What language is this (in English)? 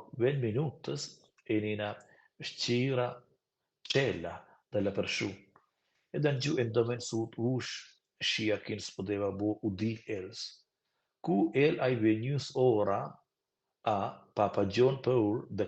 Romansh